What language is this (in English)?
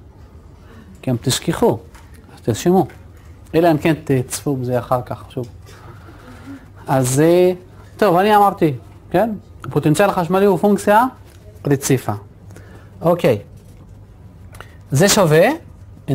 Hebrew